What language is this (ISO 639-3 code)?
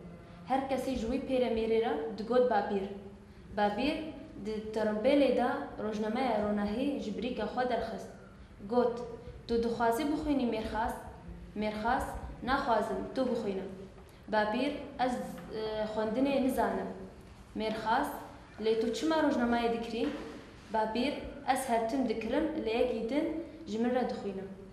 kur